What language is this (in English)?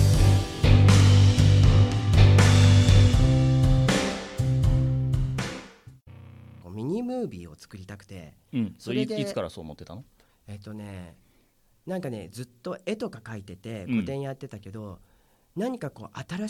Japanese